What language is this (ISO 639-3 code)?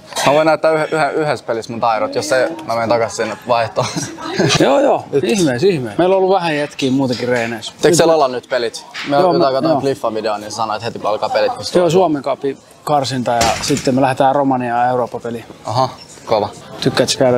fin